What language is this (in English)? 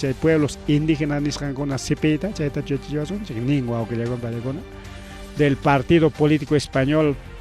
Ayacucho Quechua